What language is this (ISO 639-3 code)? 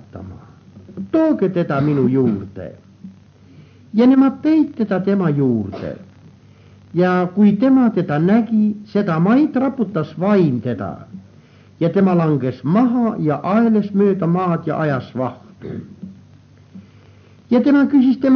est